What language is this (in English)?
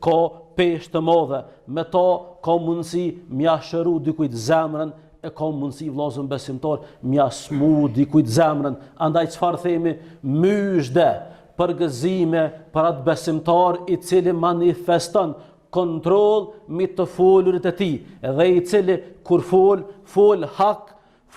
Albanian